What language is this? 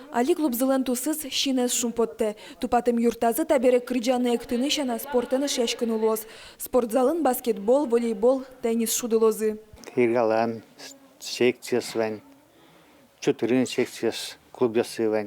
Udmurt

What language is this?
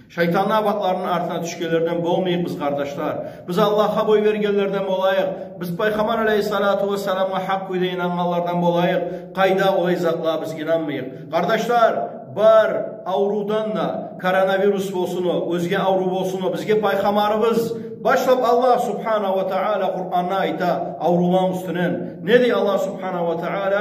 Kumyk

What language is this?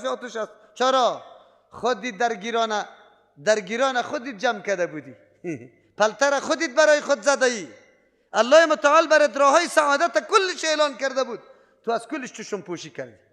Persian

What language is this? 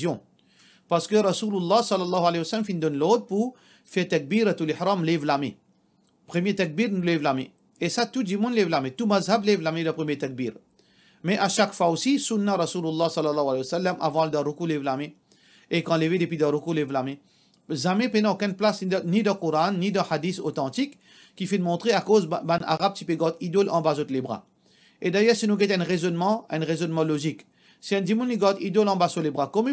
Morisyen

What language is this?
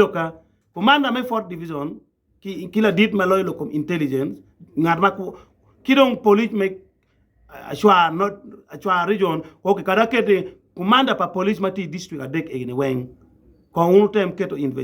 Acoli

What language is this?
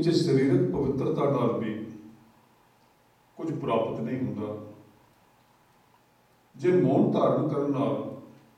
Punjabi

